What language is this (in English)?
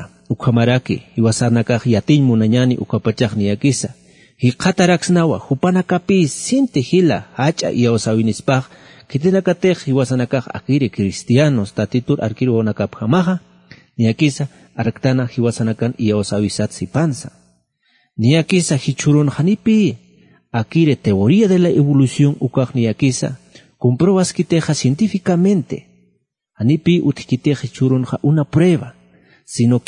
Aymara